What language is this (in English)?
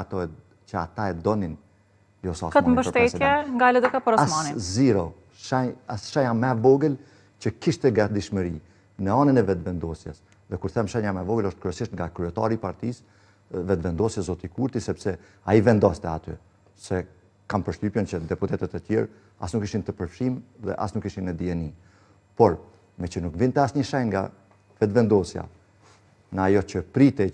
Albanian